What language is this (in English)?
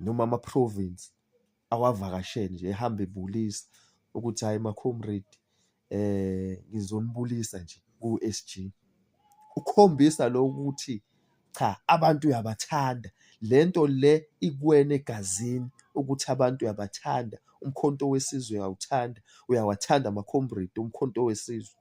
Zulu